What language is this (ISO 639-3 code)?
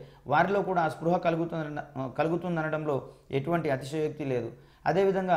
tel